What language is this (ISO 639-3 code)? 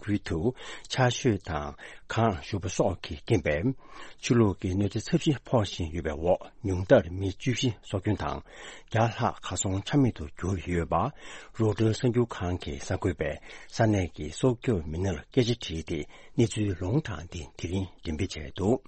bod